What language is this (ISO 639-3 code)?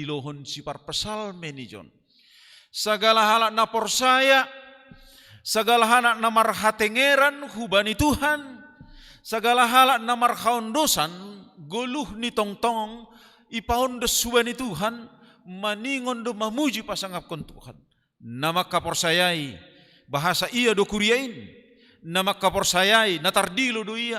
bts